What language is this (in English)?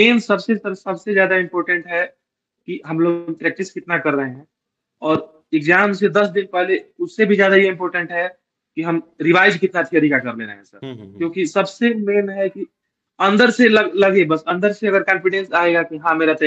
Hindi